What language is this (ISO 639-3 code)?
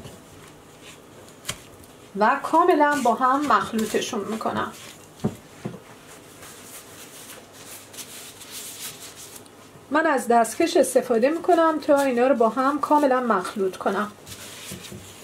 fas